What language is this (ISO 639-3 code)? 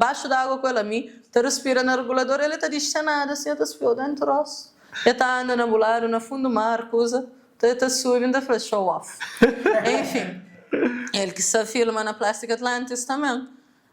kea